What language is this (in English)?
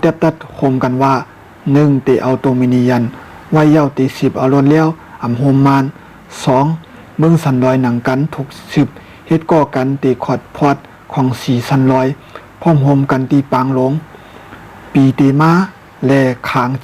Shan